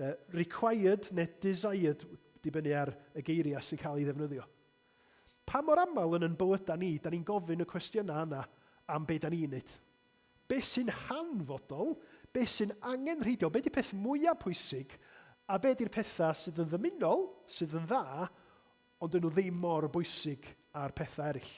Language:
Welsh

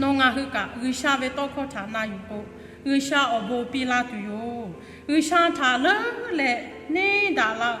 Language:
Lahu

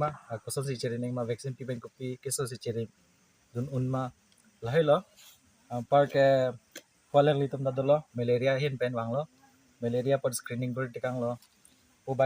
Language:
Karbi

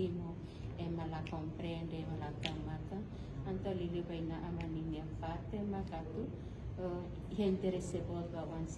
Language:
Tetum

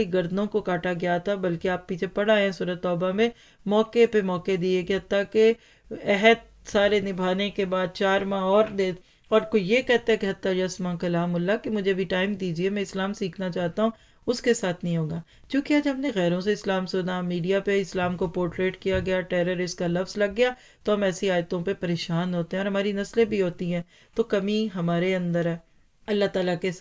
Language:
Urdu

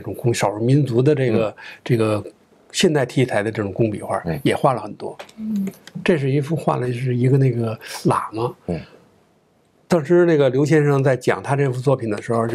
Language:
Chinese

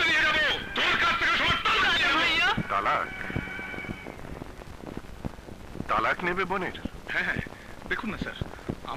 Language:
Bangla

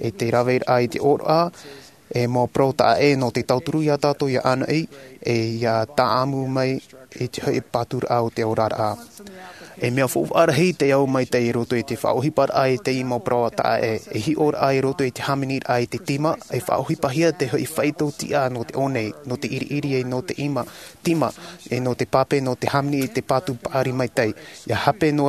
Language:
Tahitian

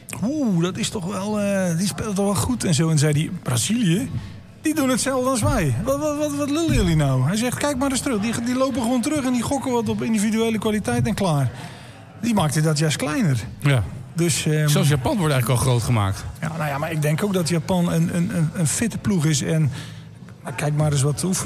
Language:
Dutch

